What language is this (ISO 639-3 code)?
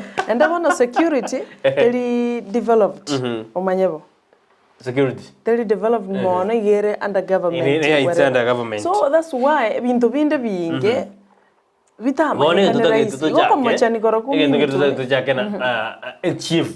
guz